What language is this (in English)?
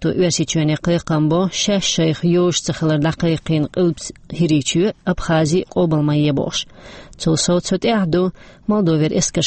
Chechen